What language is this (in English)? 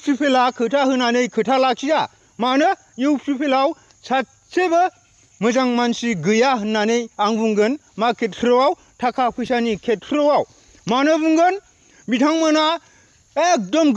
Bodo